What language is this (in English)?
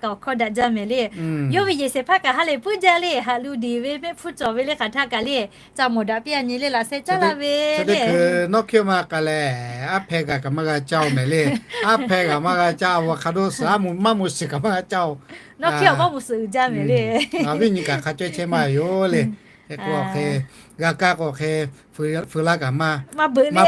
Lahu